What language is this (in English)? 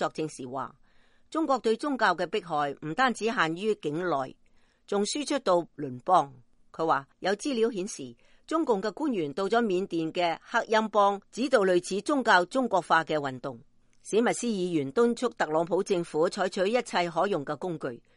Cantonese